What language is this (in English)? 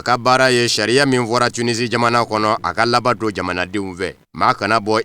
Bambara